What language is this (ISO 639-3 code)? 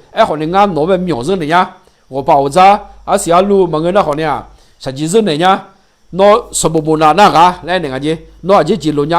ahk